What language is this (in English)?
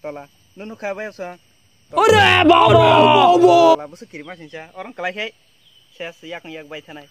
Kok Borok